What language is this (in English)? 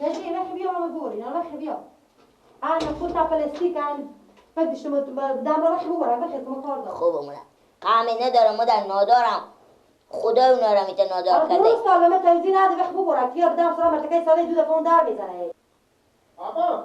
Persian